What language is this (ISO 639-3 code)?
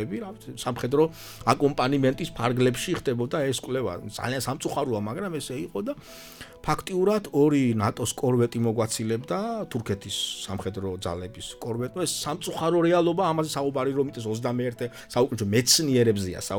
kat